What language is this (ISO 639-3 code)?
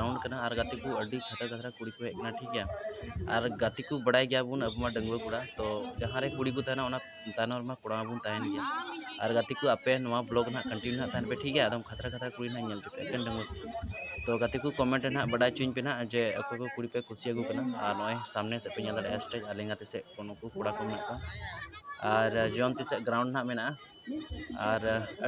sat